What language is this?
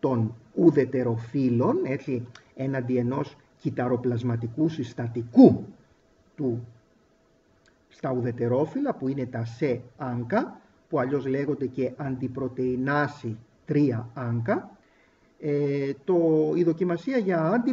Greek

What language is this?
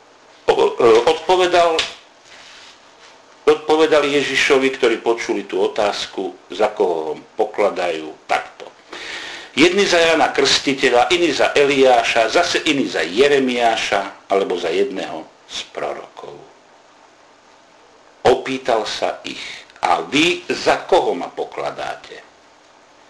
Slovak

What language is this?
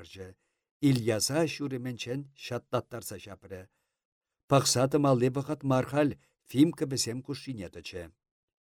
Chuvash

